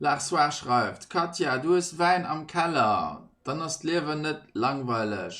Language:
Luxembourgish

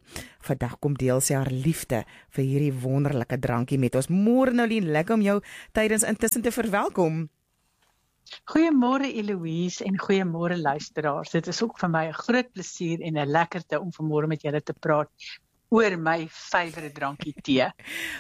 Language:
Afrikaans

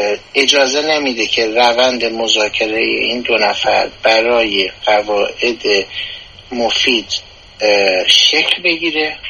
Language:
Persian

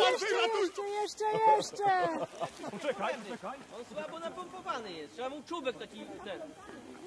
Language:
Polish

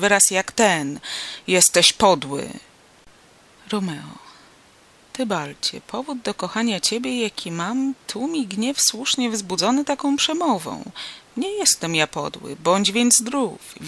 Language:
Polish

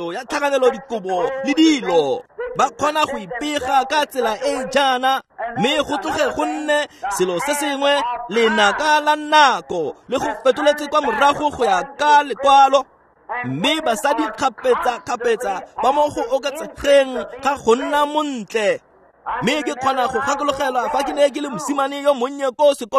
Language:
Tswana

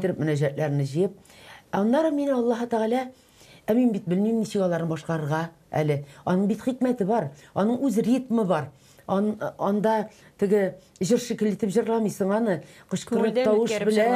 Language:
Tatar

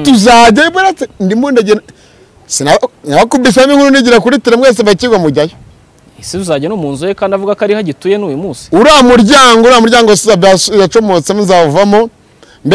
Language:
Kinyarwanda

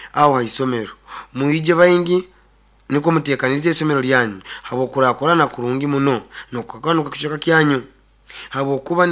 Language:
Nyoro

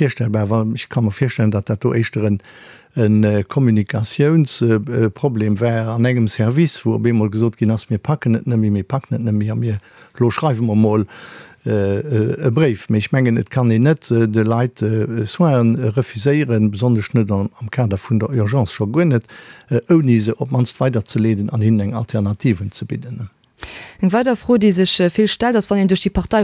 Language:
Luxembourgish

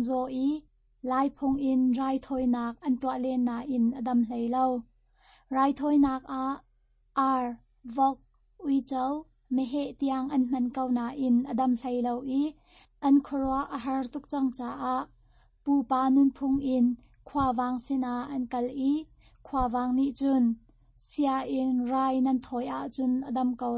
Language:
Hakha Chin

